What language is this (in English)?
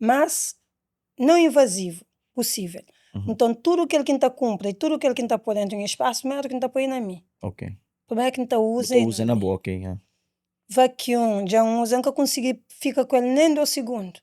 Kabuverdianu